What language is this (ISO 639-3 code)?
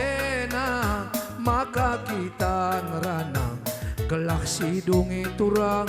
btx